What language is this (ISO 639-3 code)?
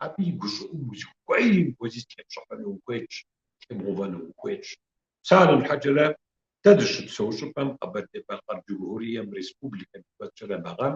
kbd